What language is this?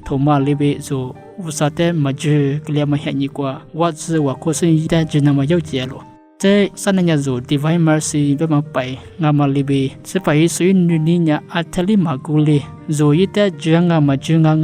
Lisu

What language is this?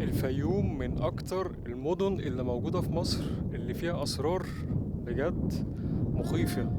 Egyptian Arabic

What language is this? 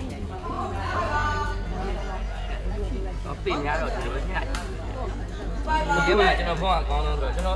Burmese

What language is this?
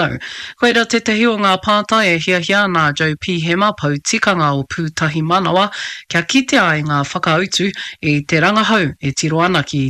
Māori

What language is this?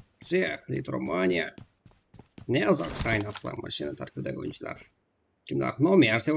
Kara-Kalpak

